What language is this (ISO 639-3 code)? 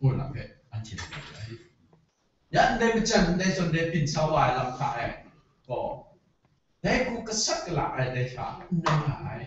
kac